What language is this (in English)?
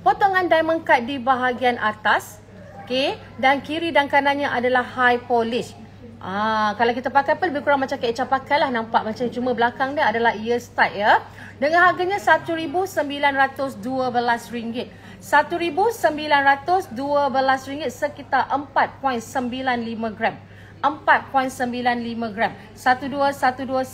Malay